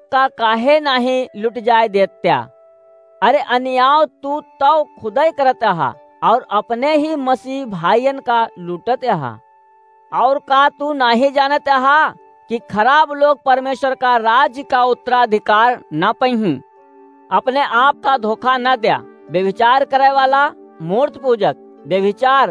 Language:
Awadhi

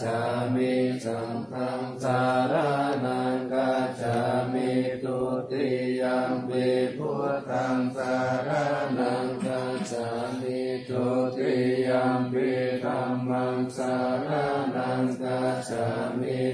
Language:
Pali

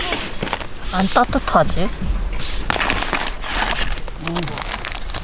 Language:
Korean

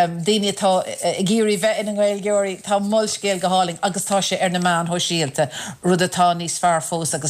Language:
Irish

